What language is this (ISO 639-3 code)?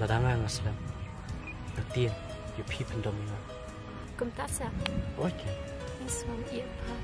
kha